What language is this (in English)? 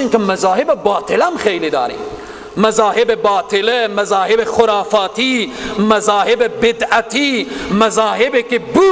Persian